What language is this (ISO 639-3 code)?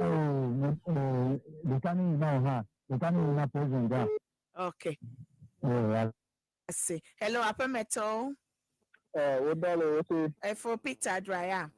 ewe